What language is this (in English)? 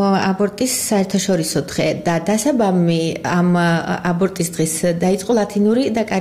Georgian